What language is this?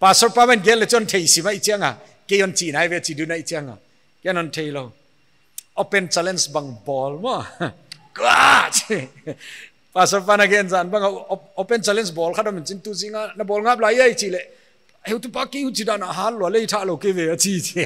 Paite Chin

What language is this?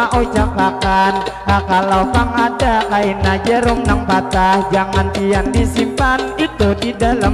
Banjar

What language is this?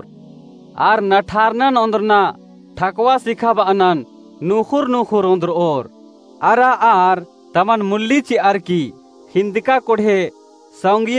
Kurukh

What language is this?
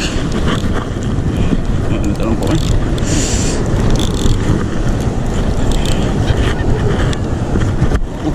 Malay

